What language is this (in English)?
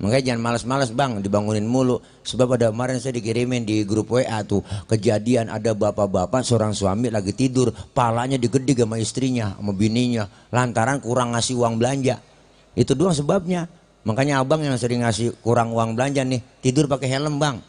Betawi